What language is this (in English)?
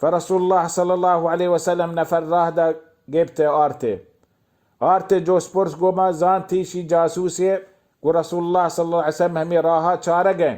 Baluchi